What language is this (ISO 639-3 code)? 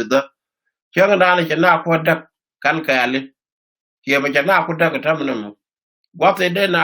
nus